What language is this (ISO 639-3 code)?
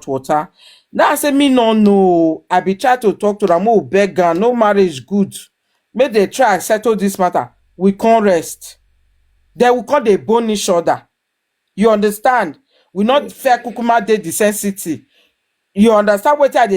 pcm